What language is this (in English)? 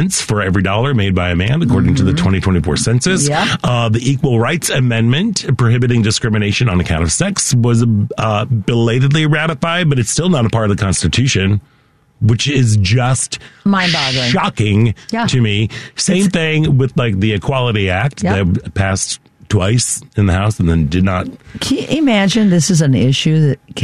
English